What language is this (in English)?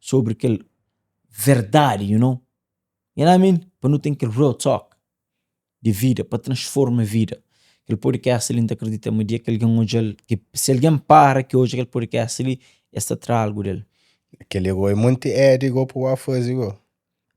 Kabuverdianu